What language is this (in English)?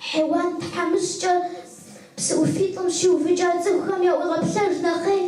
Kabardian